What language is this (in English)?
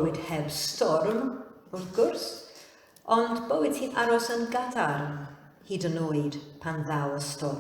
Welsh